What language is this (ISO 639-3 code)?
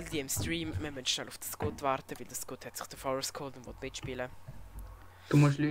gsw